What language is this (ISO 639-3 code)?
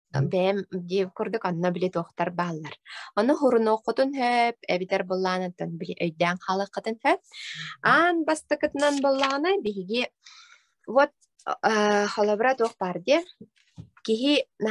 sah